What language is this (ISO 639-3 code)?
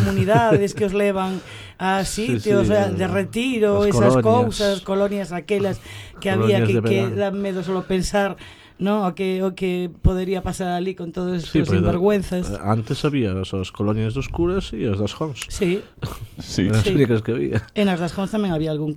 glg